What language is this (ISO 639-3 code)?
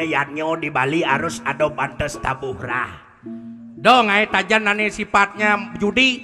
ban